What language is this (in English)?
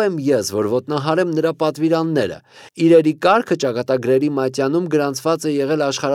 Armenian